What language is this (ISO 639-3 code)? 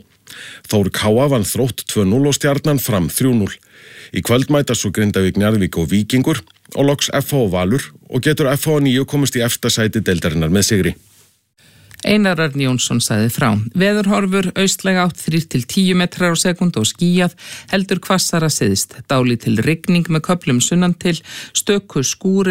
isl